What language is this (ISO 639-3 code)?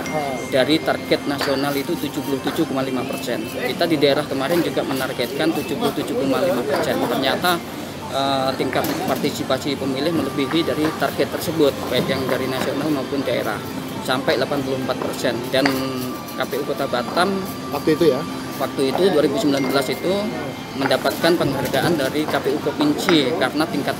ind